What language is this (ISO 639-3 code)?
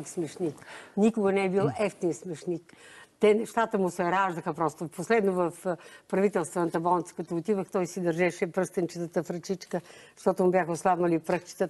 bul